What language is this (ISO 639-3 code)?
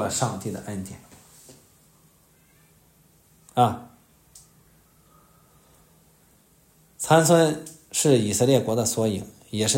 zho